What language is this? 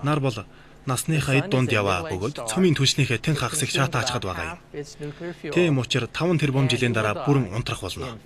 Mongolian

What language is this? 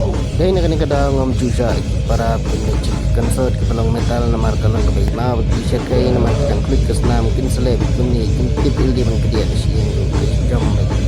Khasi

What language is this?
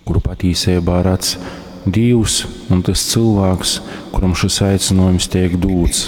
Latgalian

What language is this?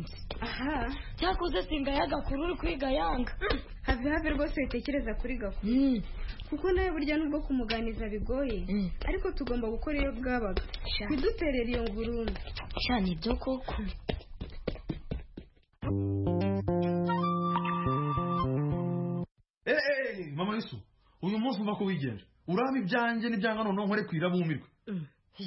Kinyarwanda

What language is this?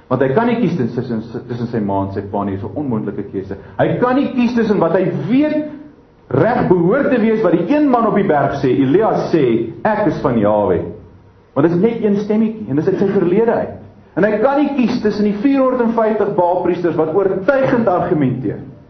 Afrikaans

